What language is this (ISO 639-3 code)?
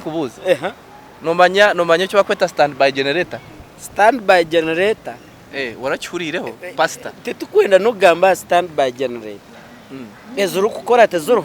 nyn